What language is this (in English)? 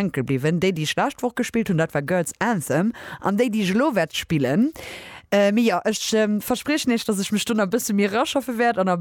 Luxembourgish